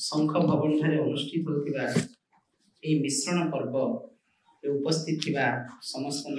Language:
Odia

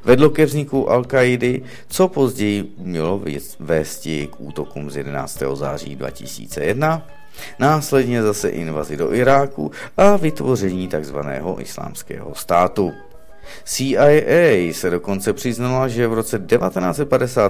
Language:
Czech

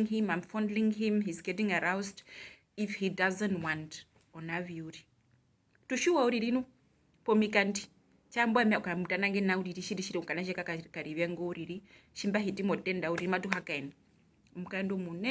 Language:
Herero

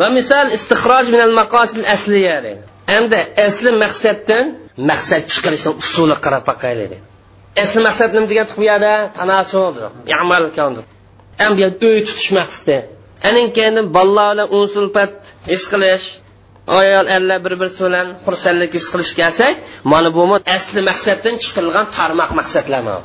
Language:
Uyghur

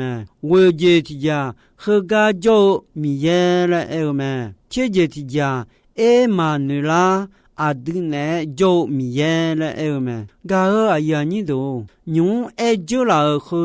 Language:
Akha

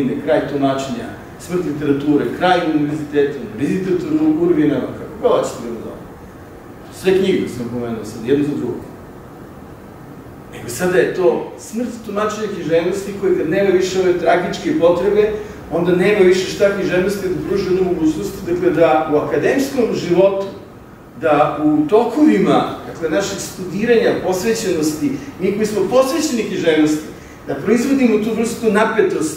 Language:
Serbian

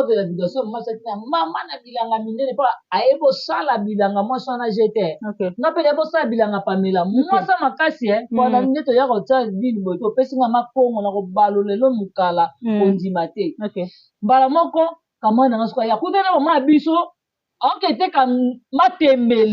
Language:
Lingala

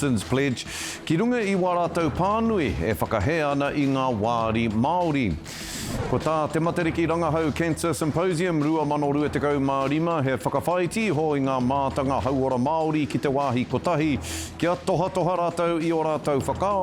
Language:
Māori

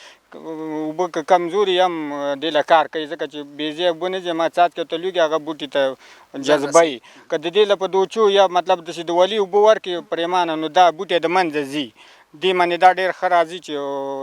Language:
Pashto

